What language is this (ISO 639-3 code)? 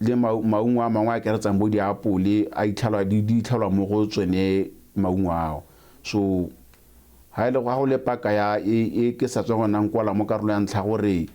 tsn